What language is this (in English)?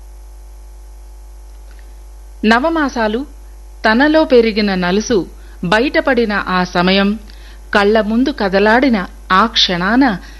Telugu